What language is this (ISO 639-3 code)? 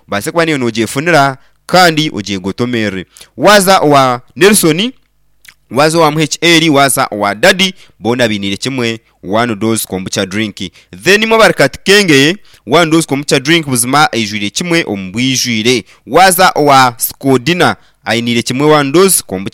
nyn